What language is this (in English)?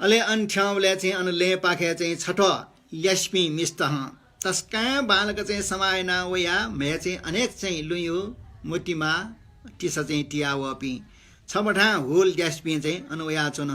Newari